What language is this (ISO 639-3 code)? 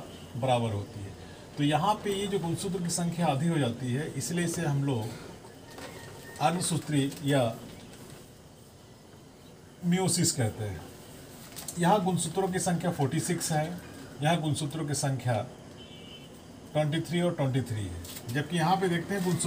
hin